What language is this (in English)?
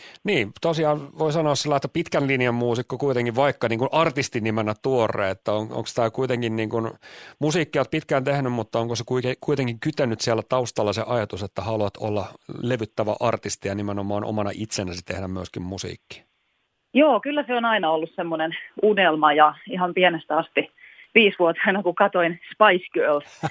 Finnish